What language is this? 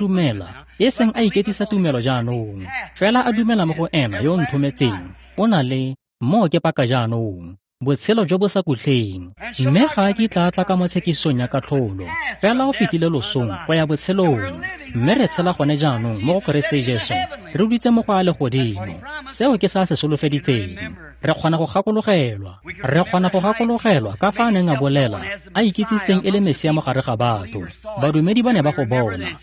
Tswana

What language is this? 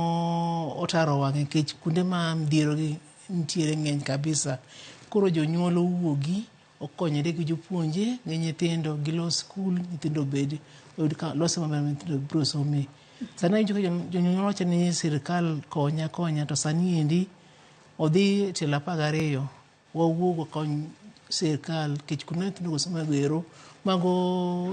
Luo (Kenya and Tanzania)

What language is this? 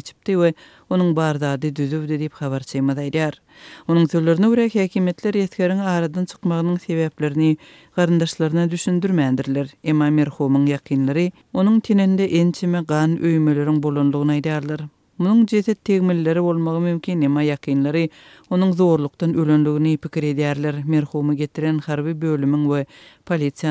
Turkmen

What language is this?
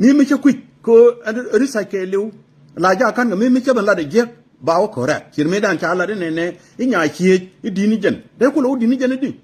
Nuer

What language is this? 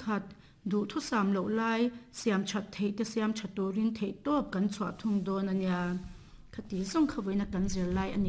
Mizo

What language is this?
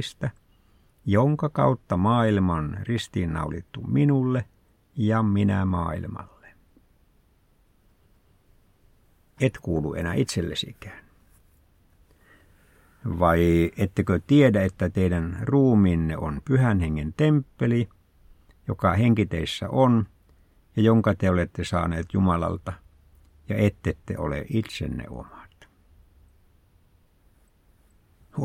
Finnish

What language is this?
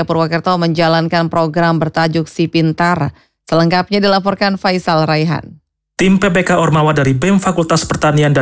Indonesian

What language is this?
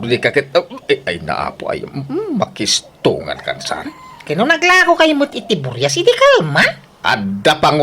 Iloko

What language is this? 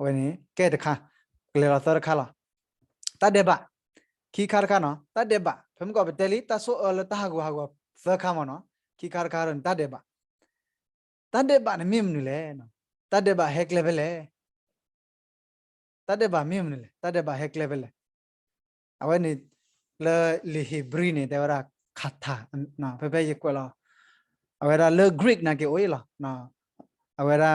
S'gaw Karen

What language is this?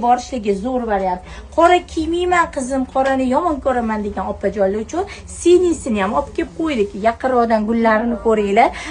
Uzbek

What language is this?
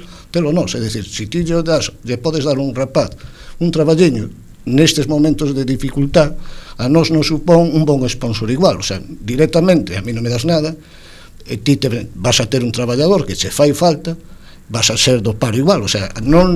Galician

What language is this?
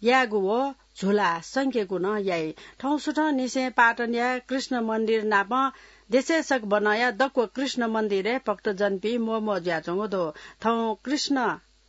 Newari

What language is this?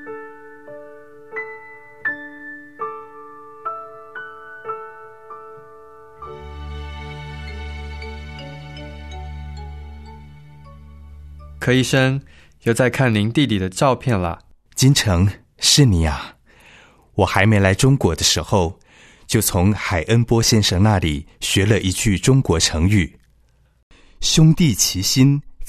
Chinese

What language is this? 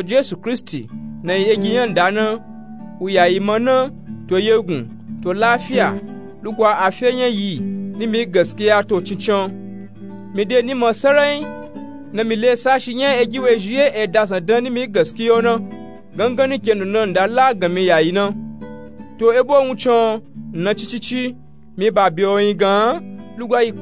Nupe-Nupe-Tako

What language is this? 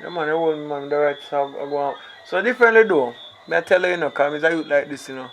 Jamaican Creole English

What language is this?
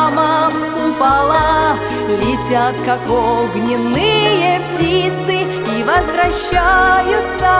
Russian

